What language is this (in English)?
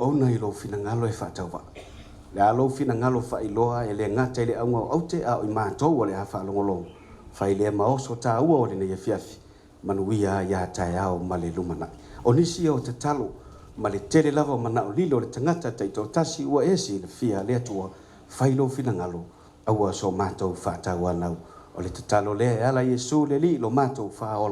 Samoan